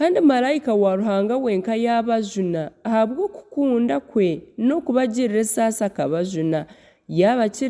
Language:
Nyankole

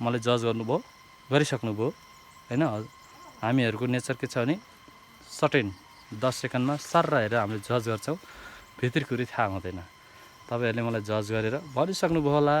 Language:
Nepali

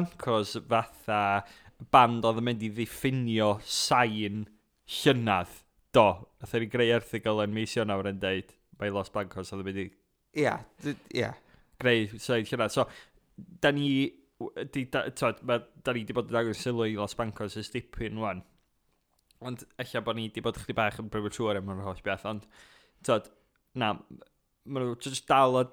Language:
Welsh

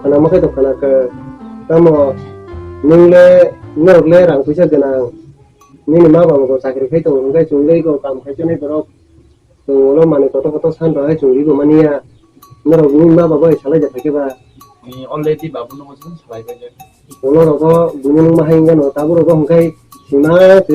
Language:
Kok Borok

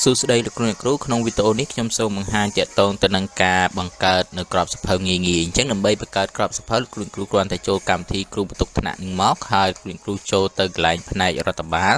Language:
Khmer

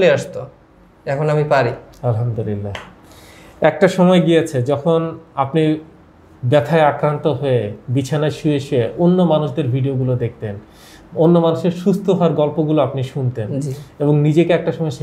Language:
Bangla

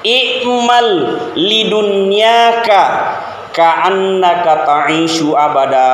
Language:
Buginese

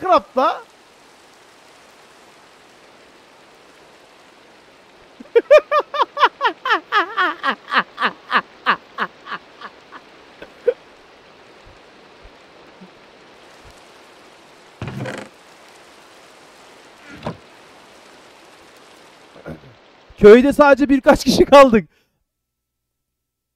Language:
Turkish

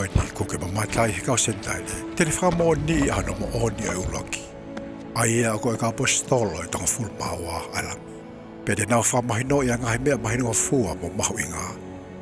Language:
Tongan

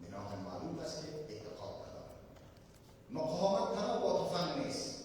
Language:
Persian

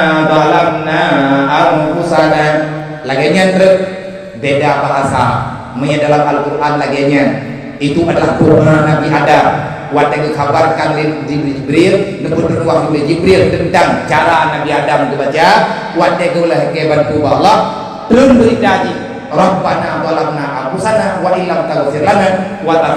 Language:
Achinese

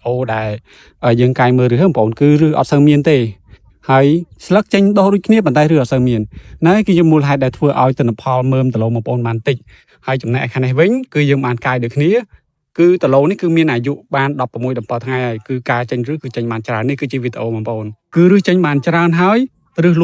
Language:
Khmer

